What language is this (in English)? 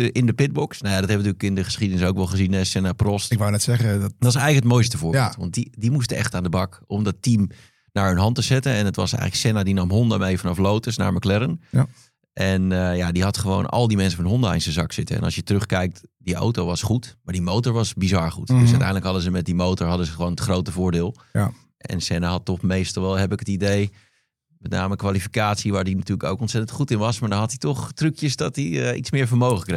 Dutch